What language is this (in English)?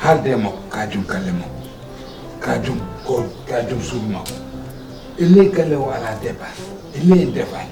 Fula